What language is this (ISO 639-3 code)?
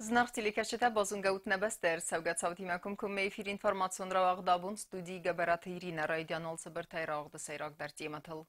oss